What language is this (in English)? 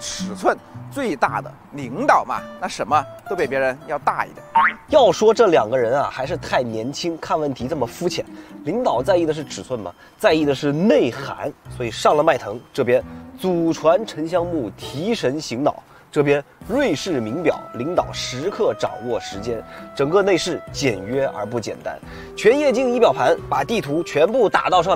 Chinese